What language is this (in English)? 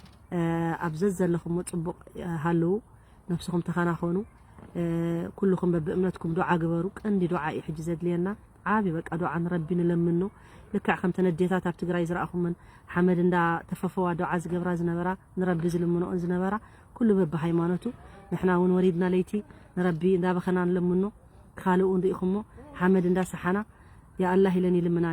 Tigrinya